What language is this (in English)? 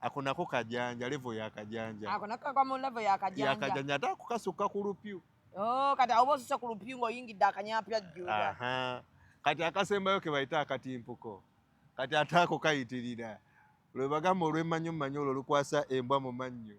Ganda